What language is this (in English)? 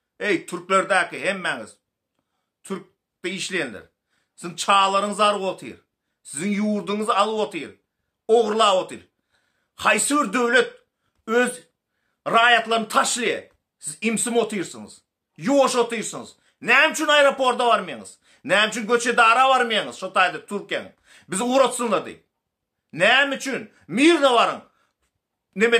Turkmen